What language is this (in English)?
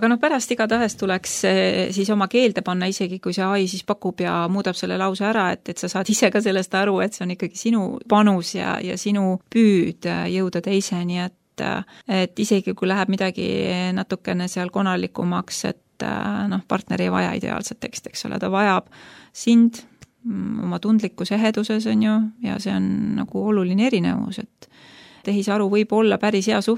Estonian